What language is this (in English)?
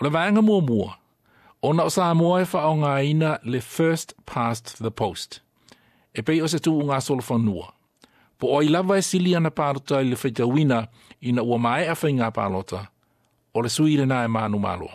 Samoan